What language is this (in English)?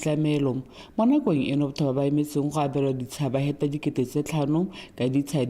Tswana